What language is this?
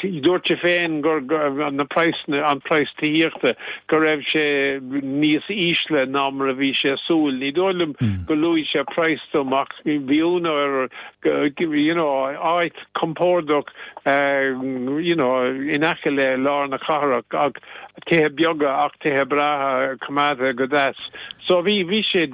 Irish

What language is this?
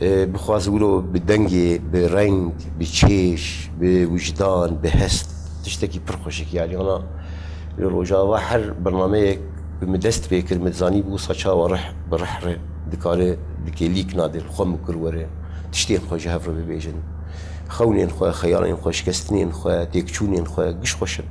Kurdish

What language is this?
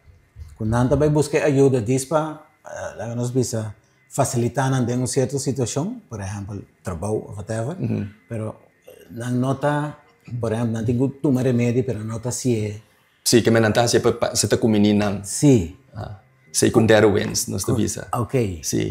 Papiamento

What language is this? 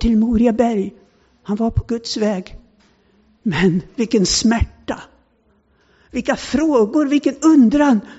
Swedish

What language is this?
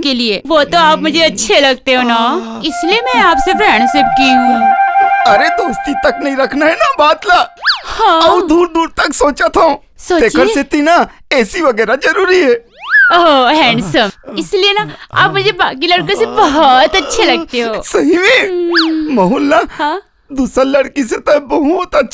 Chhattisgarhi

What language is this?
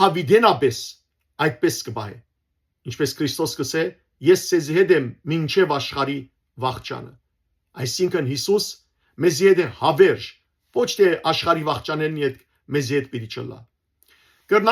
Western Armenian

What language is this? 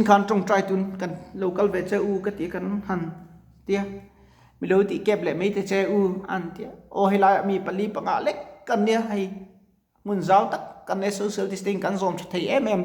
Mizo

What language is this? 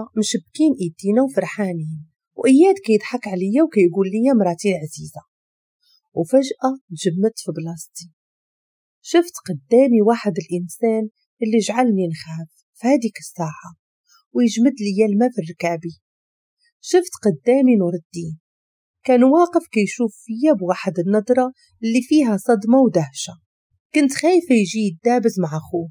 Moroccan Arabic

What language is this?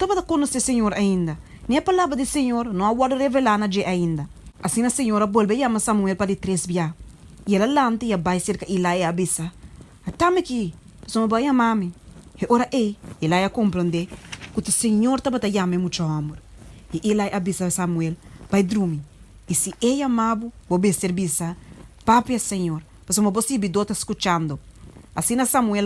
Papiamento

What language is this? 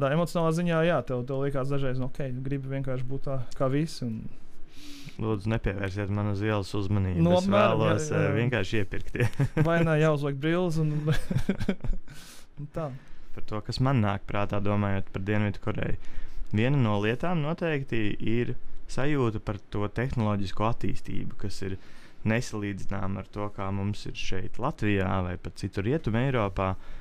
Latvian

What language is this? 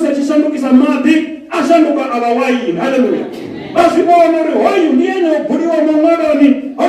Venda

